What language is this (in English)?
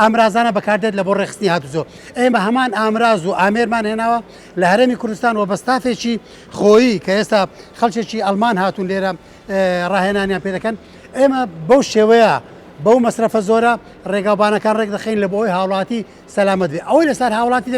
Central Kurdish